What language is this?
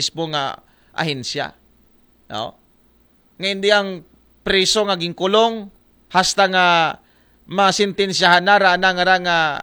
Aklanon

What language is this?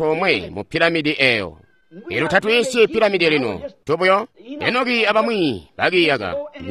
Tonga (Zambia)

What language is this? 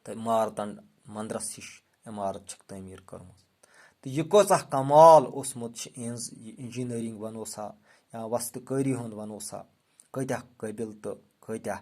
Kashmiri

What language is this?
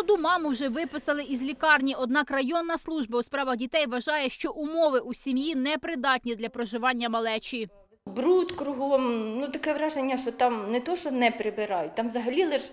Ukrainian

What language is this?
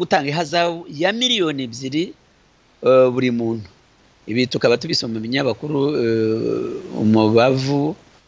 Kinyarwanda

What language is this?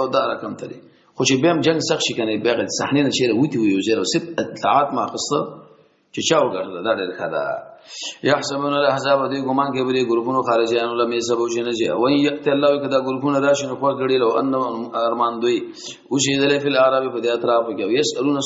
Pashto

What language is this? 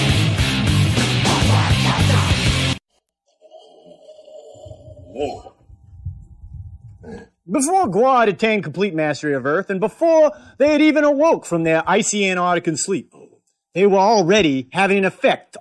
English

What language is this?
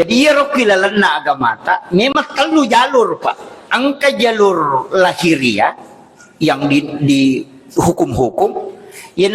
Buginese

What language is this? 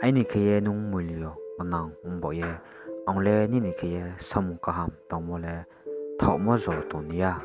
Riang (India)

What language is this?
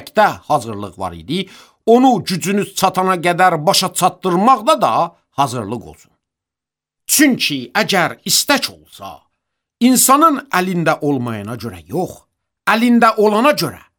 Azerbaijani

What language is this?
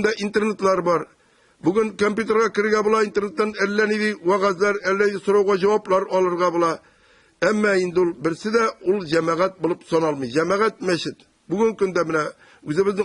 Tatar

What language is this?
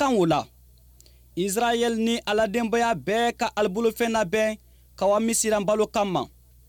Bambara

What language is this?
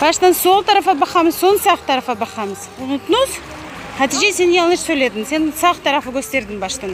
Crimean Tatar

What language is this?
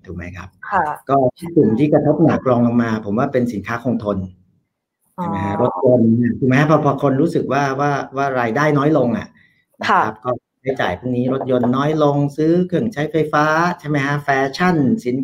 Thai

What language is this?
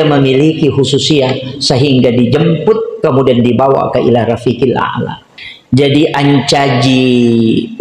Buginese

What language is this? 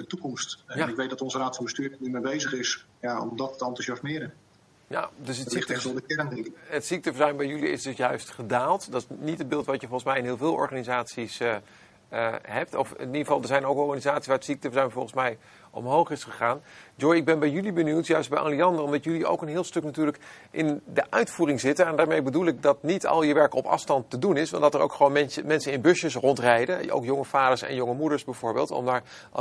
Dutch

